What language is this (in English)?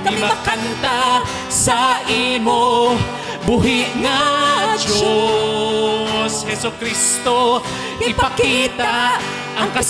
Hiligaynon